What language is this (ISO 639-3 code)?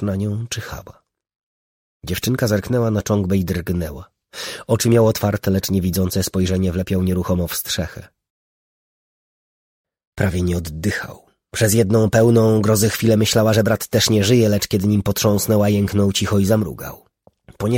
pol